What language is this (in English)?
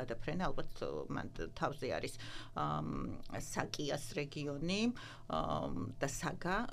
Georgian